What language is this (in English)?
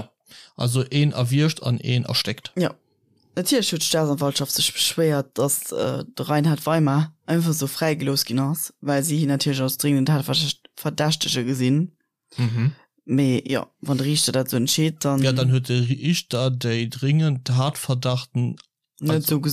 Luxembourgish